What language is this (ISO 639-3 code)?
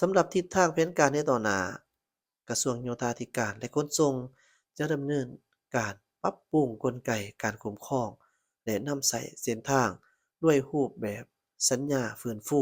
lao